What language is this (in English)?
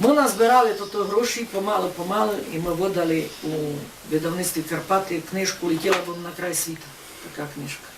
Rusyn